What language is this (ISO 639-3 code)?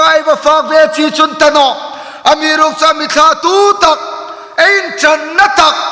hmr